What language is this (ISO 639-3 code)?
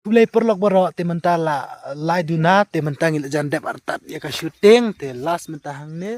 kha